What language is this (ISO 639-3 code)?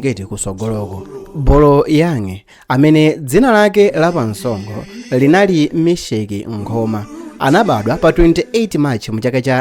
nya